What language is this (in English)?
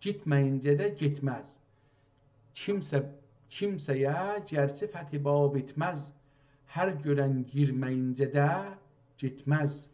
South Azerbaijani